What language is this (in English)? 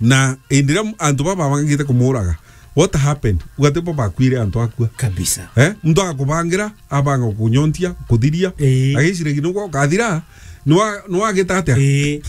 Meru